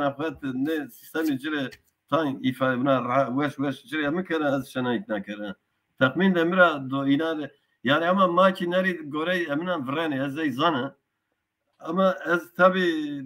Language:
Zaza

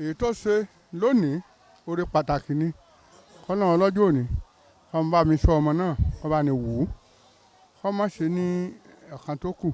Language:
Yoruba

